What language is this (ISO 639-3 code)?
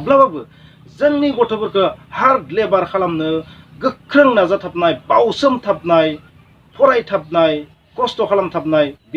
brx